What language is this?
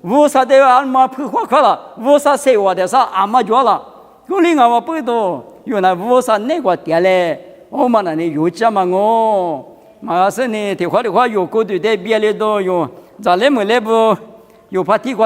Lisu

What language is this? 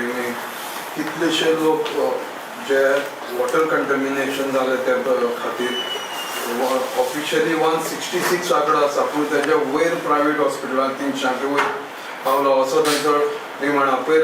Konkani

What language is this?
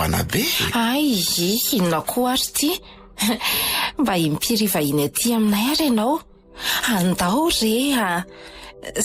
Malagasy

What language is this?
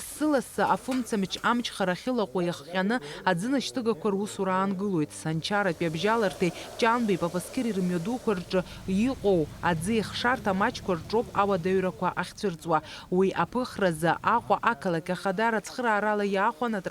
Abkhazian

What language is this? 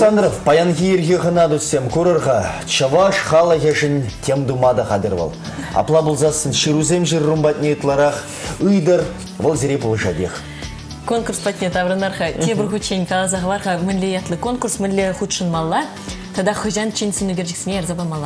Chuvash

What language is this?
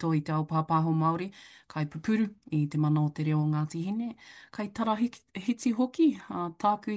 Māori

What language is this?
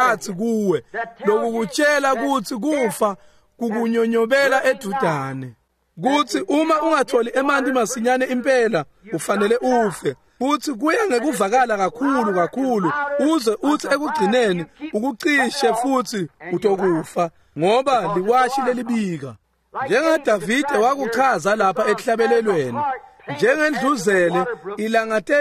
Swati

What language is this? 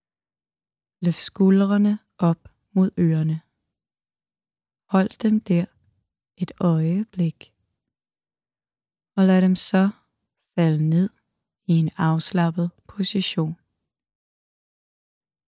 Danish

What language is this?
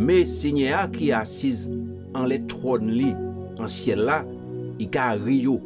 Guadeloupean Creole French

